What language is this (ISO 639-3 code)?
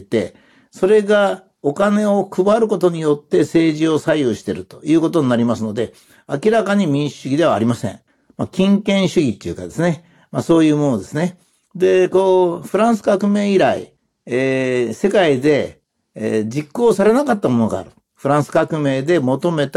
jpn